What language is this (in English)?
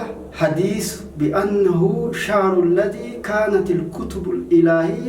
Sidamo